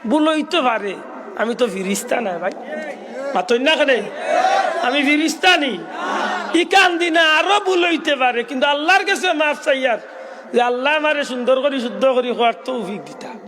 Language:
Sylheti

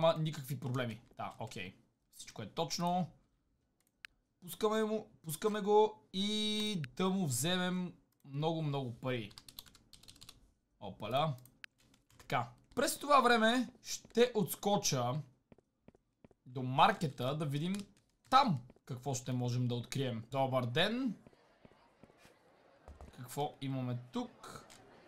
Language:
Bulgarian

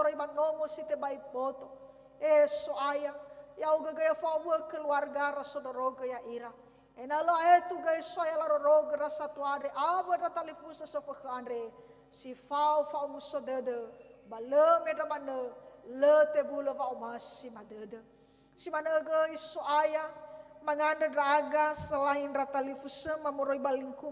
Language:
Nias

